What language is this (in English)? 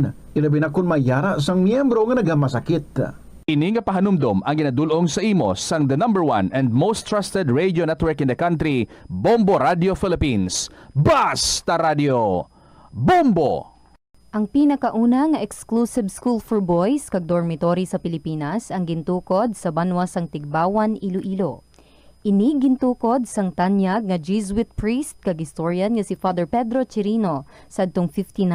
Hiligaynon